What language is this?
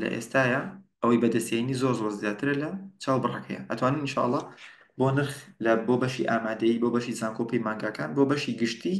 Central Kurdish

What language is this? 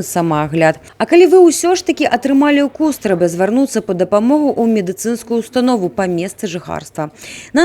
Belarusian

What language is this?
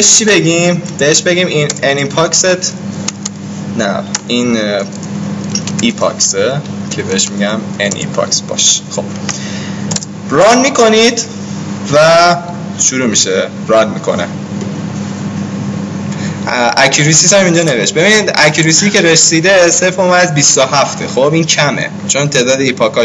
Persian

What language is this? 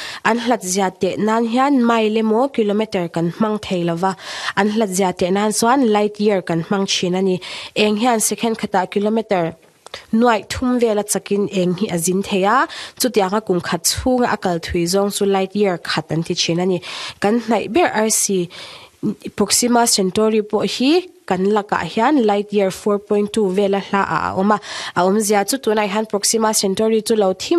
Mizo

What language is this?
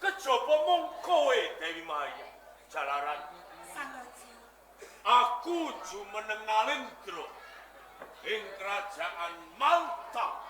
Javanese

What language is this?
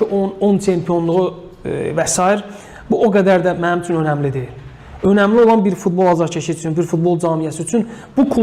Azerbaijani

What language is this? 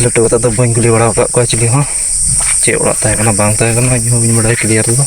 Santali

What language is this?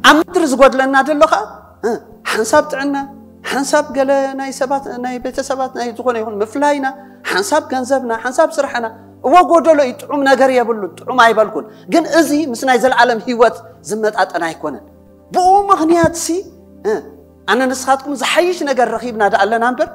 Tigrinya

